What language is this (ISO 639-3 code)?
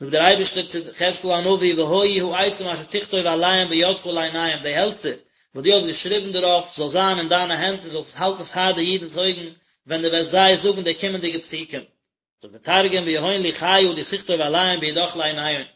yid